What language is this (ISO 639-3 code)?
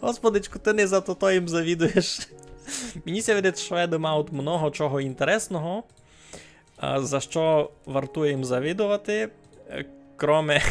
rue